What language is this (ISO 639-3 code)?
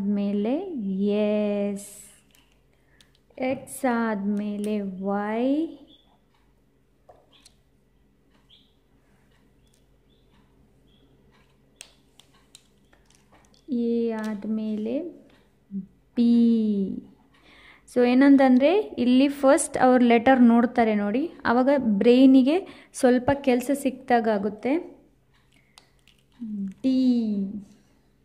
kan